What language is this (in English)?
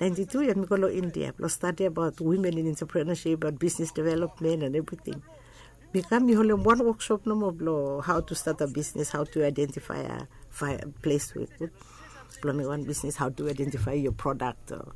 Bislama